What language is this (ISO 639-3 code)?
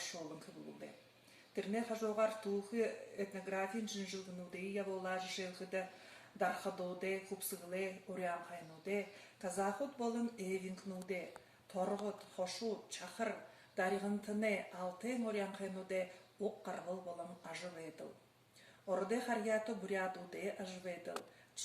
bua